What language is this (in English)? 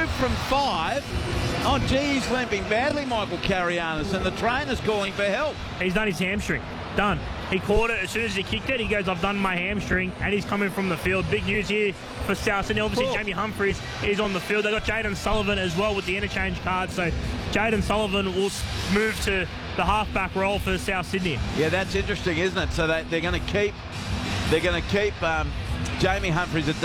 English